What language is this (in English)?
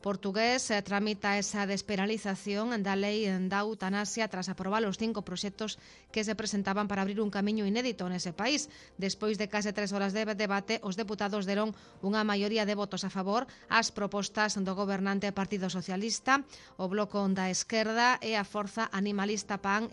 Galician